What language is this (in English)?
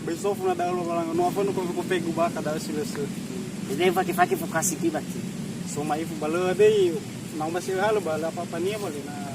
Nias